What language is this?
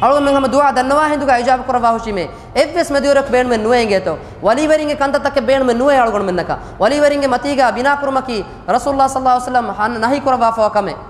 Divehi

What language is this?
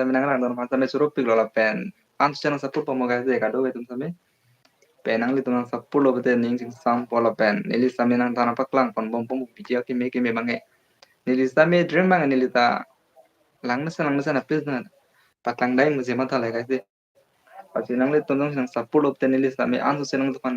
Karbi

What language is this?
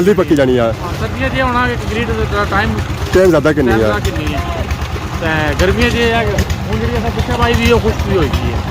Pahari-Potwari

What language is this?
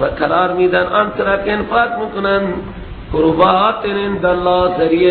Persian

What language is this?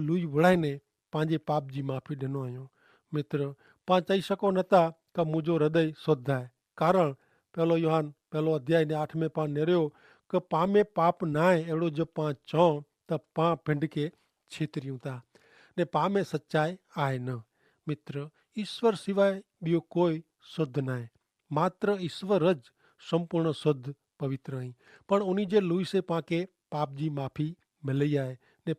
Kachhi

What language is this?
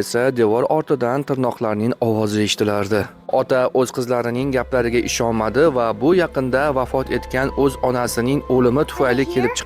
Uzbek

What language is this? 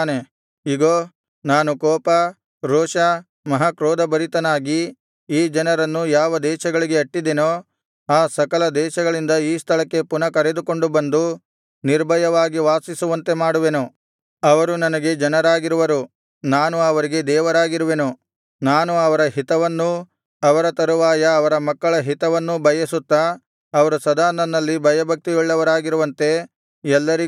Kannada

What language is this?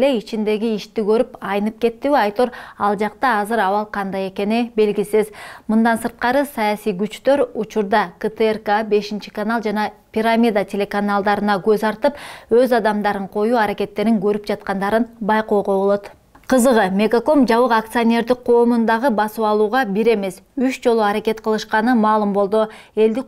Kyrgyz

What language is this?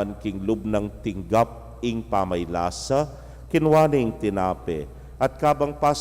Pampanga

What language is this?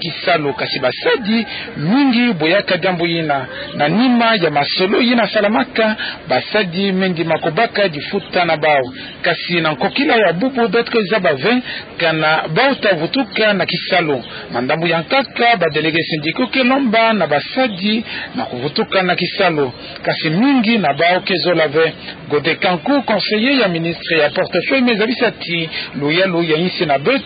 Kituba (Democratic Republic of Congo)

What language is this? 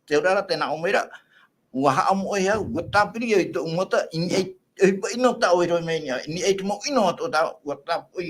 Tahitian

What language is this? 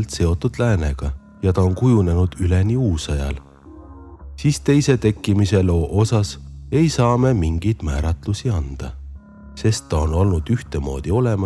Estonian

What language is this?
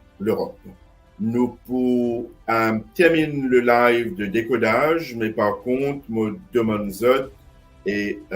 Morisyen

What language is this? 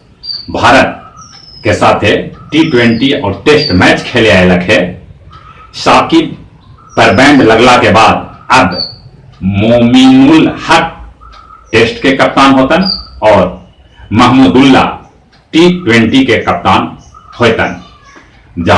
Magahi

